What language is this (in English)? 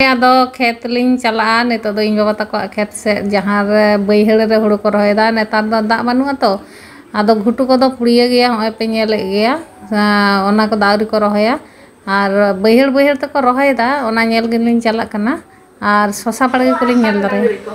Santali